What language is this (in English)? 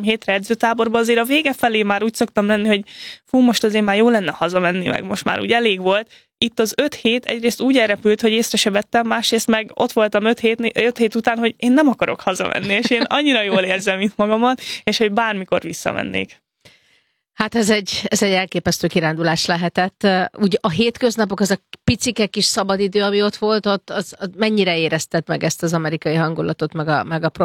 Hungarian